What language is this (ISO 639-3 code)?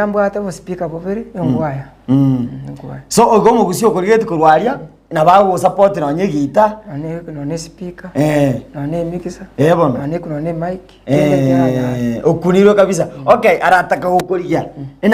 guz